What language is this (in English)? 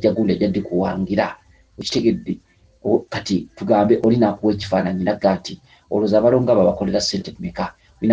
Ganda